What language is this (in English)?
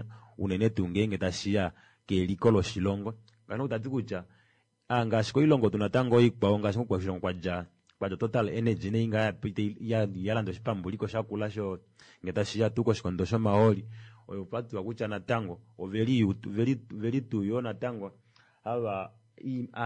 Kuanyama